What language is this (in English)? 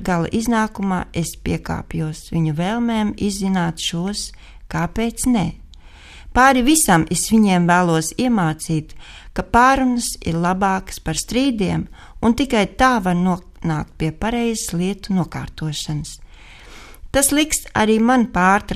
Latvian